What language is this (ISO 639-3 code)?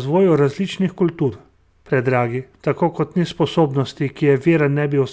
slv